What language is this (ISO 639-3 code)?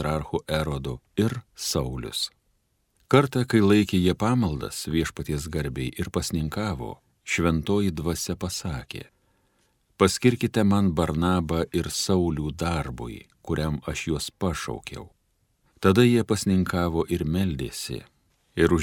lit